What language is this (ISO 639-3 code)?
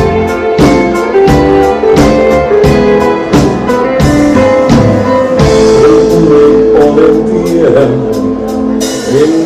fin